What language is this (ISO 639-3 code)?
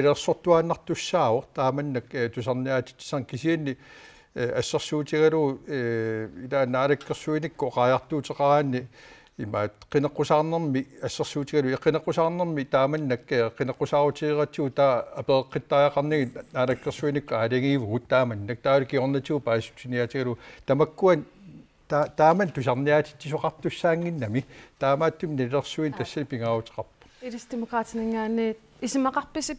kal